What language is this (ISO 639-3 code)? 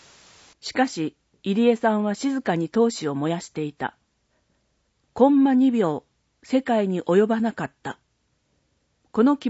jpn